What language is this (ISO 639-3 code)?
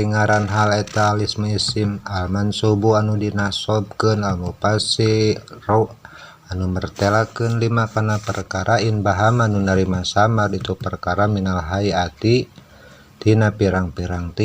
sun